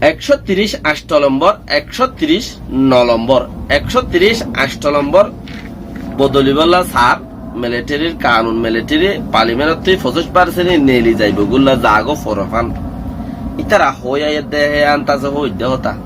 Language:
Rohingya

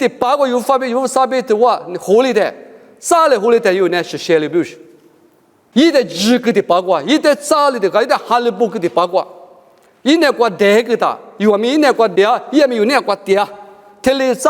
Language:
Lisu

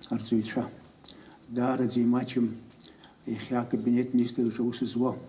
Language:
Abkhazian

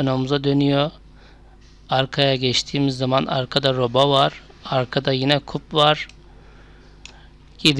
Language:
Turkish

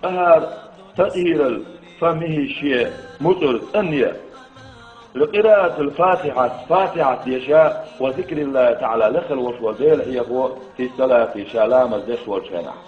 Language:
Chechen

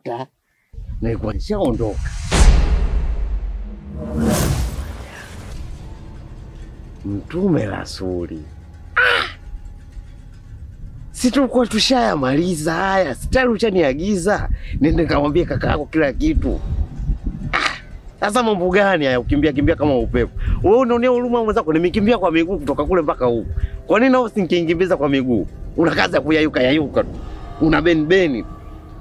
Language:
Swahili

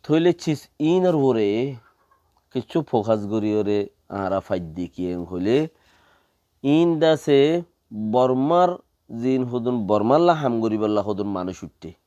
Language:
Rohingya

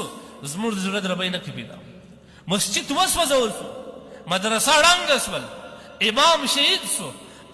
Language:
Pashto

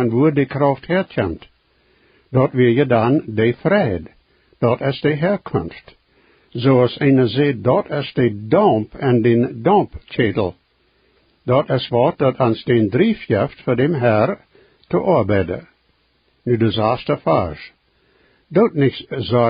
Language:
Plautdietsch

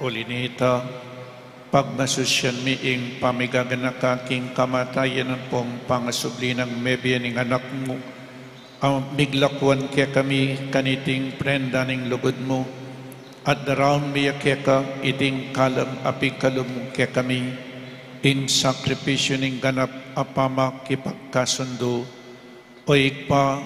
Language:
Pampanga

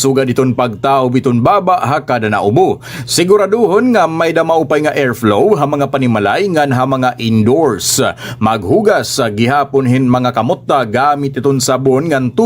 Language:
Waray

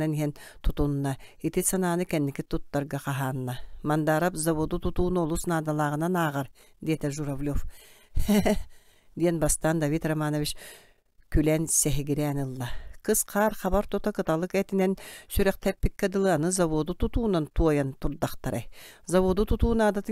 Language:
Yakut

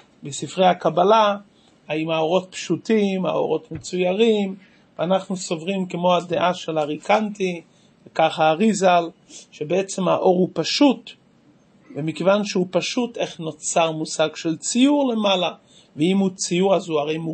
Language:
Hebrew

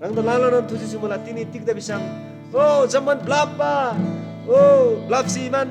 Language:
Eastern Tamang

